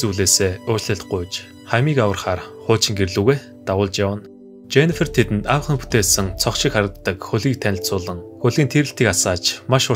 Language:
Mongolian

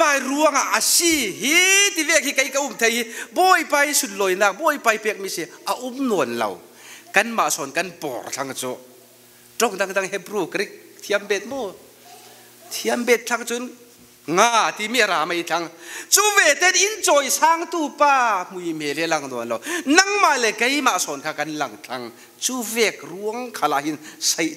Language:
Falam Chin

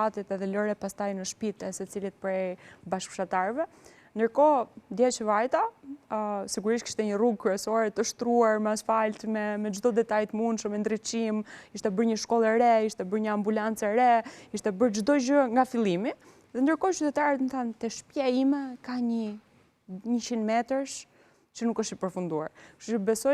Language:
Albanian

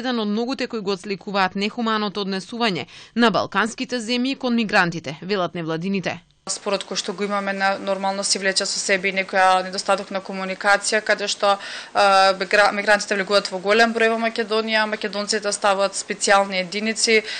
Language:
Macedonian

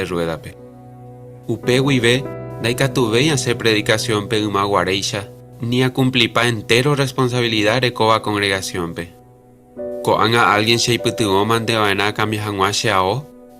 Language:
Guarani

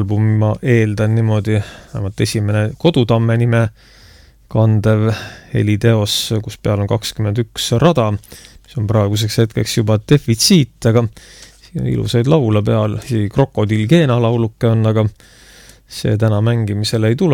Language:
Estonian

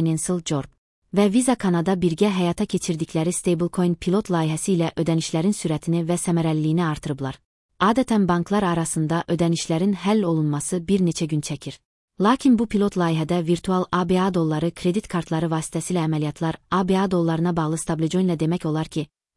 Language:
Azerbaijani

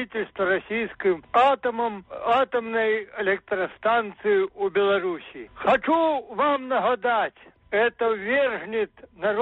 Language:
Belarusian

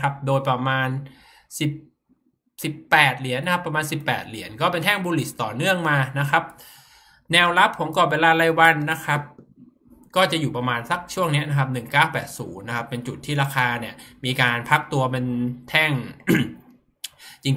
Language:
Thai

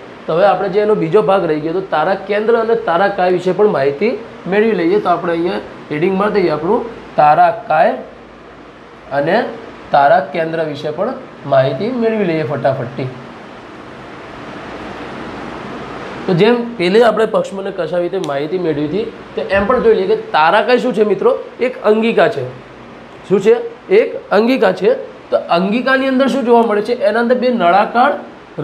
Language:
Gujarati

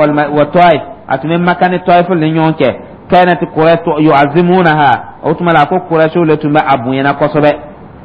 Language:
Dyula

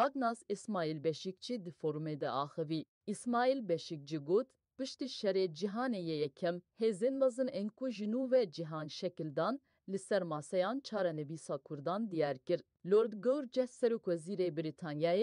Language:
Kurdish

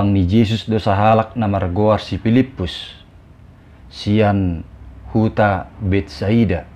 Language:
Batak Toba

